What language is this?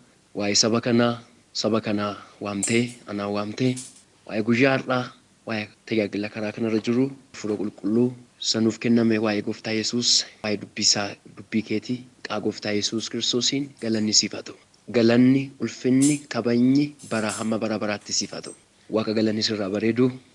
Oromo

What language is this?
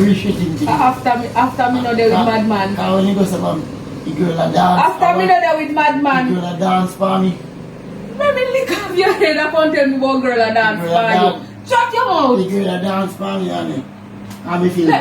Jamaican Creole English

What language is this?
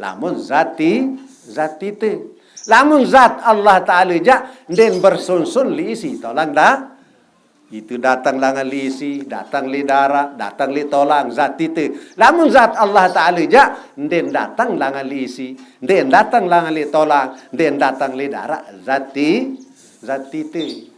Sasak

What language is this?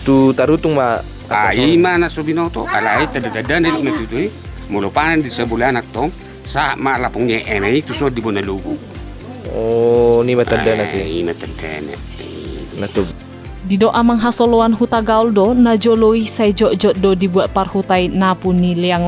Batak Toba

